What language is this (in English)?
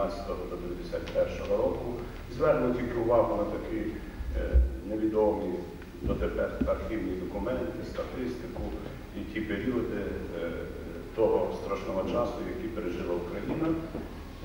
Ukrainian